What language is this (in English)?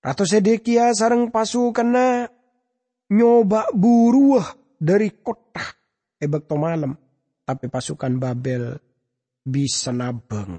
Madurese